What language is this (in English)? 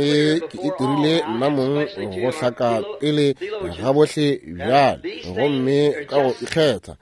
Northern Sotho